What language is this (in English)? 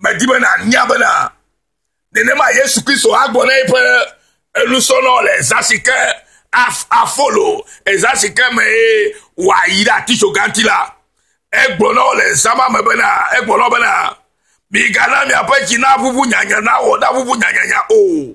Ewe